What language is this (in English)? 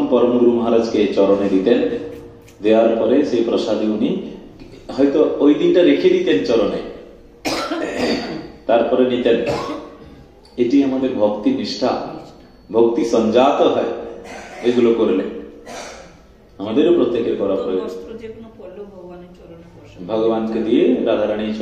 Bangla